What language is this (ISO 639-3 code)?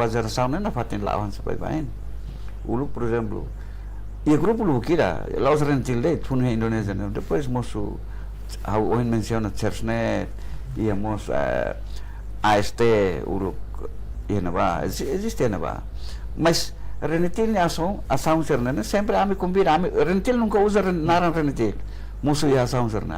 tet